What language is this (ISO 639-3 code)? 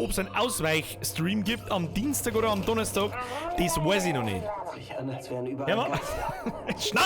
bar